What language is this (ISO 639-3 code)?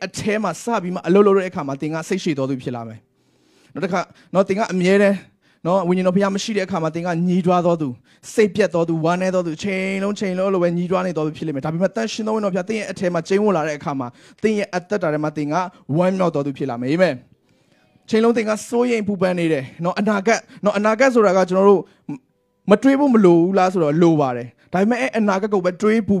mya